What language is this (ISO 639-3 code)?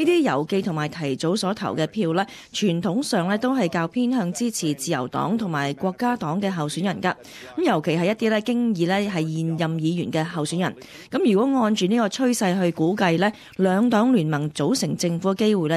yue